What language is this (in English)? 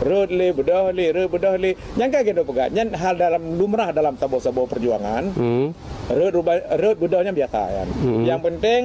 Achinese